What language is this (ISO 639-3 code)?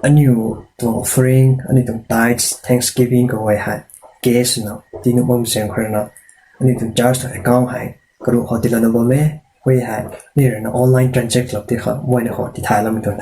nbu